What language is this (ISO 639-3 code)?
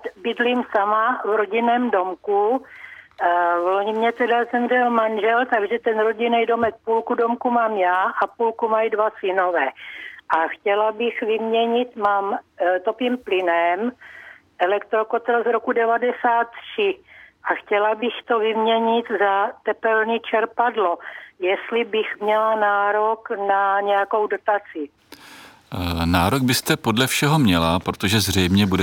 ces